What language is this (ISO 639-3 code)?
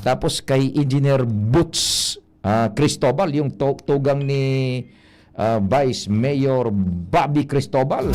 bik